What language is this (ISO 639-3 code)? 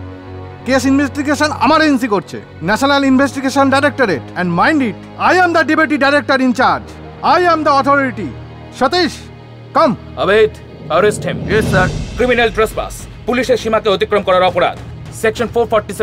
ben